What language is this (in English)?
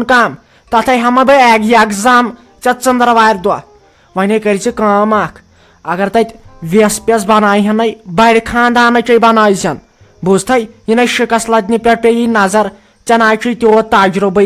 Kashmiri